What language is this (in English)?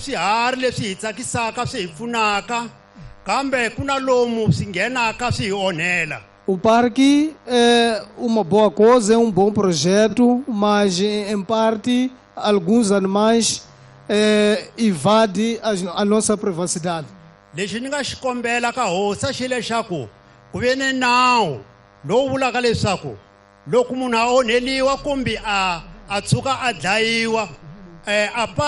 Tsonga